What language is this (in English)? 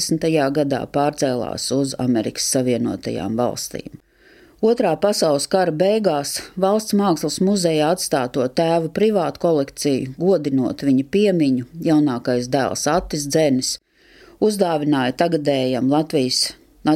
Latvian